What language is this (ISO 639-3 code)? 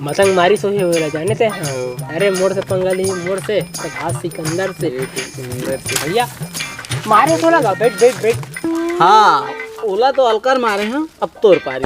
hne